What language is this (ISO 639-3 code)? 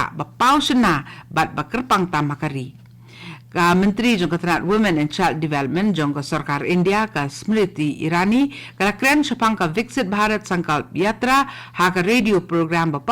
kha